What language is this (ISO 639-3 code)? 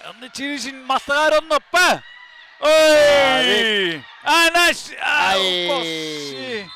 kal